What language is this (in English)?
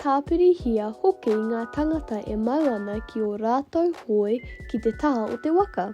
Māori